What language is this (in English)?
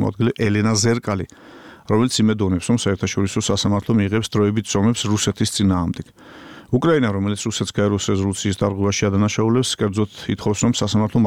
Georgian